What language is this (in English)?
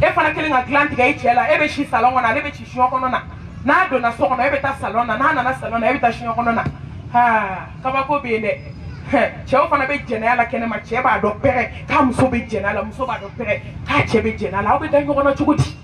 Bambara